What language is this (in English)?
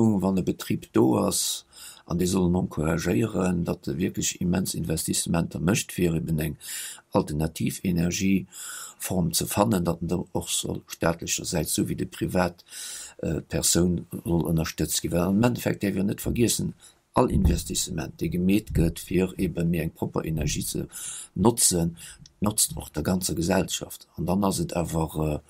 Luxembourgish